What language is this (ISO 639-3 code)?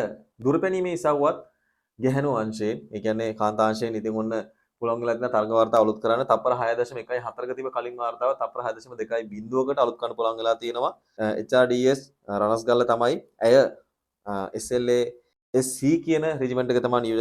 sin